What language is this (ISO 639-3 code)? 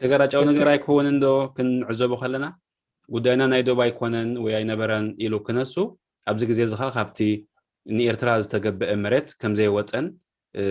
tir